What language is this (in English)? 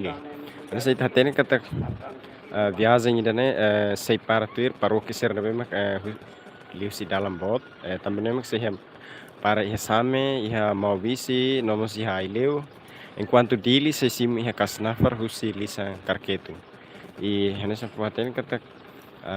Tetum